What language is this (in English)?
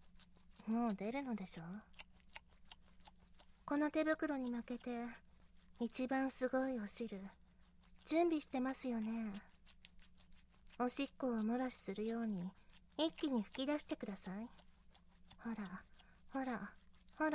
Japanese